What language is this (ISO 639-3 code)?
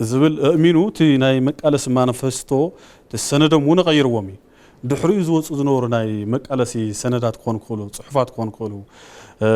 tir